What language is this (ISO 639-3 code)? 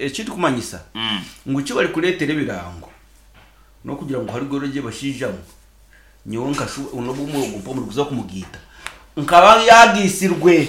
nyn